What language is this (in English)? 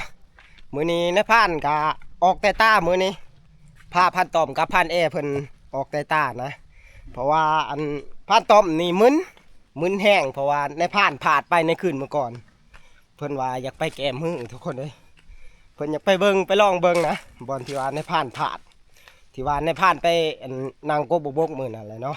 Northeastern Thai